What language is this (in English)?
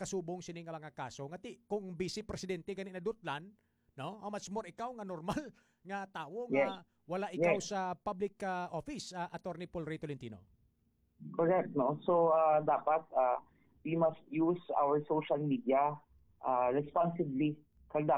Hiligaynon